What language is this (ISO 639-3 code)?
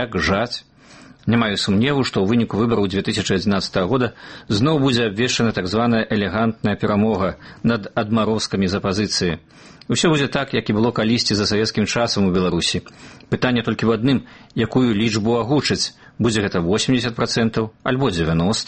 bel